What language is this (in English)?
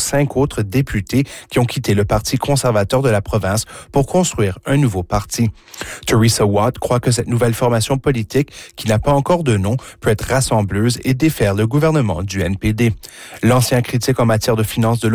French